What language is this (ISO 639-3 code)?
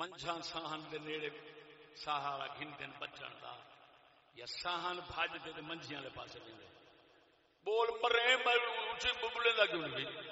skr